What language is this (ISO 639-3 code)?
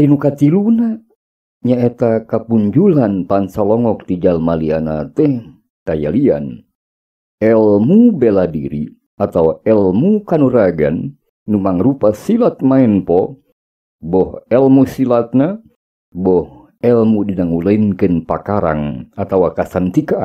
sun